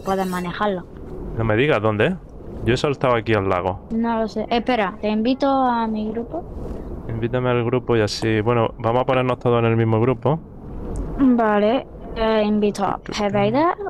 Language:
Spanish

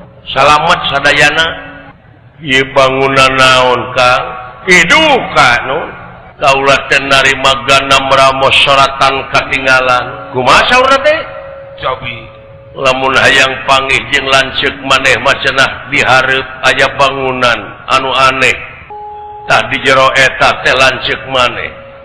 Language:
Sundanese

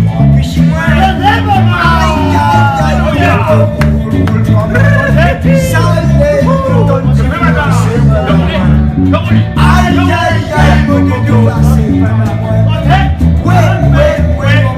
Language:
Réunion Creole French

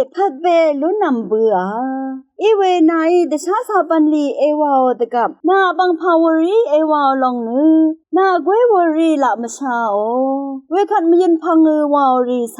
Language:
Rawang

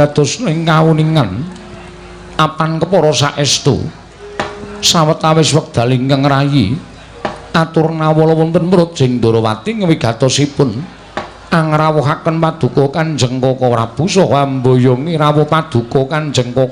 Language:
Javanese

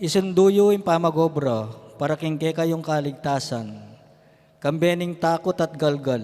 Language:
Pampanga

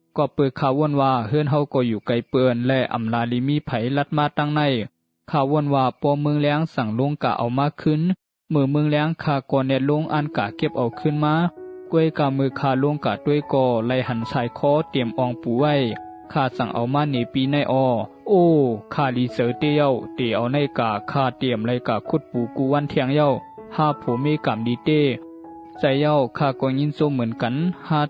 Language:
Shan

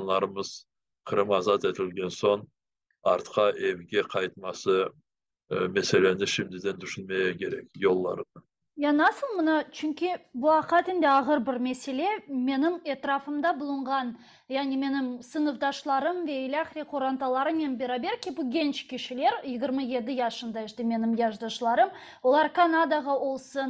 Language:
Crimean Tatar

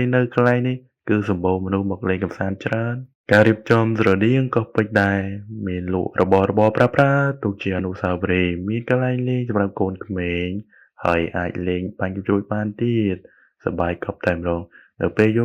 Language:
Khmer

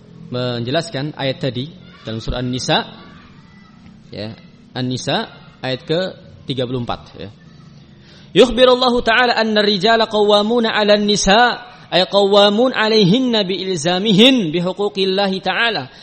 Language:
Indonesian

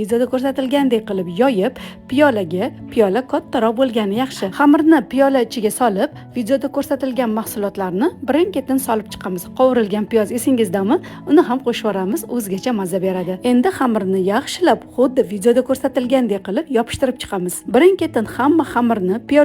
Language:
Uzbek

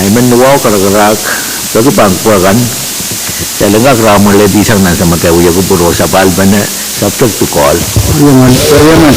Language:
Pohnpeian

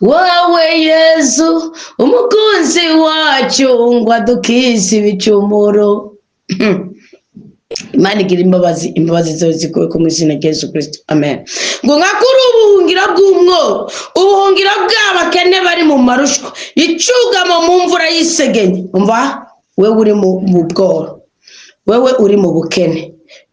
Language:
Rundi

